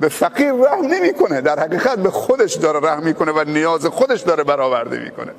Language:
Persian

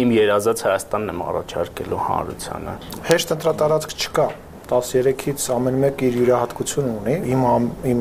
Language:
Armenian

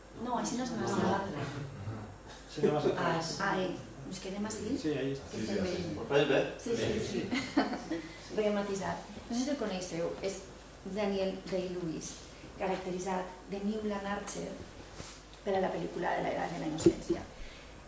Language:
Catalan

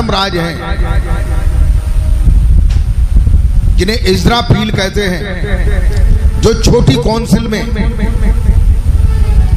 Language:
Hindi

